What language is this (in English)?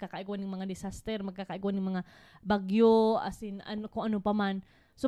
Bikol